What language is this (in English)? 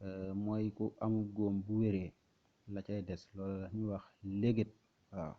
Wolof